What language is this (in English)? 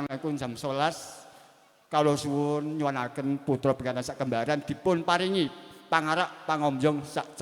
Javanese